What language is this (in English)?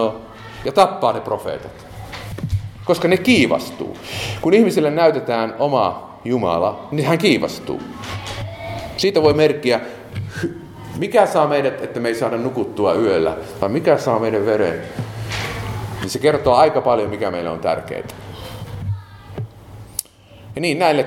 Finnish